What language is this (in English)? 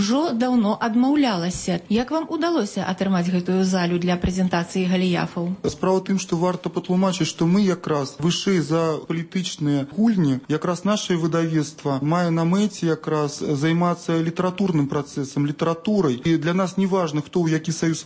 Belarusian